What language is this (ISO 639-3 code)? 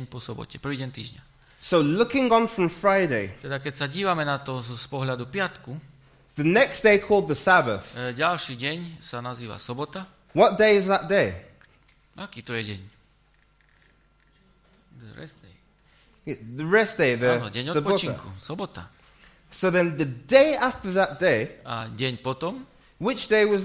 slk